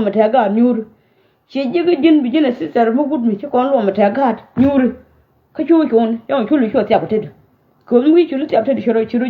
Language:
Nuer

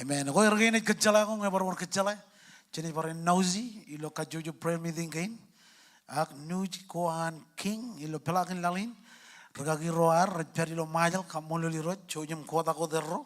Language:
Marshallese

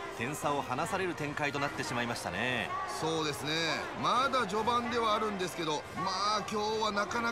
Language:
Japanese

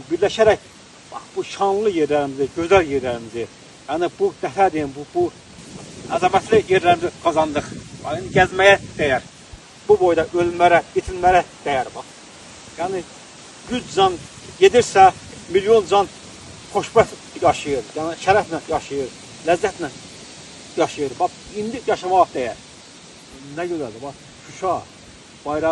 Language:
Azerbaijani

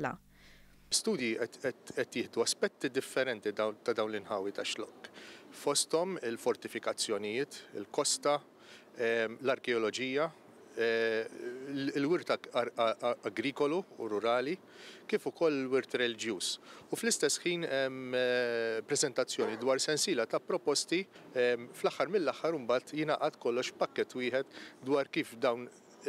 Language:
Maltese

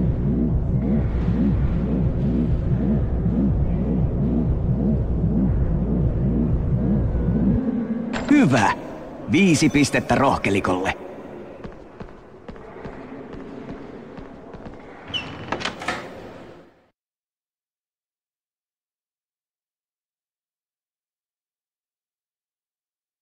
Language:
Finnish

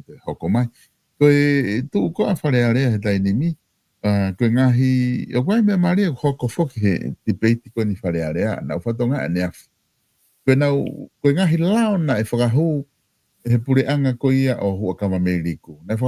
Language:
Tongan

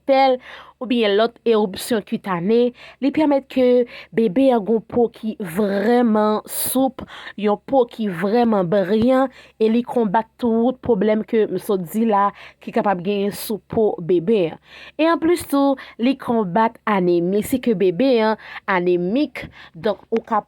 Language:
Haitian Creole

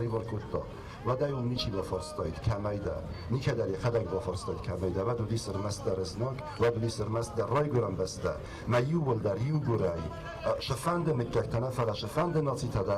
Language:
Ossetic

